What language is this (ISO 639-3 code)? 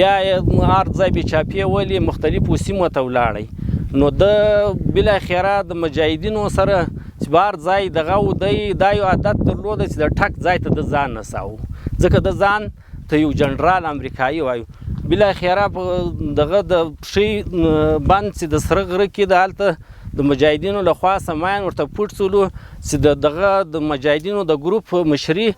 pus